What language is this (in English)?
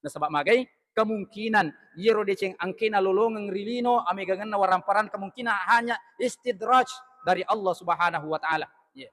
Buginese